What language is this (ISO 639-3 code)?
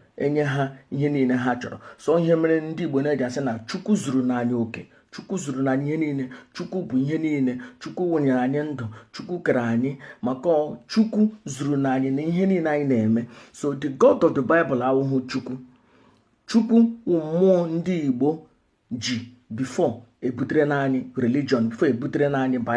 ibo